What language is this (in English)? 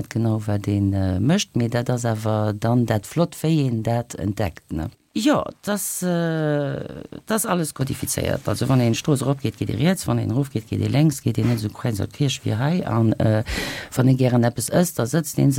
Luxembourgish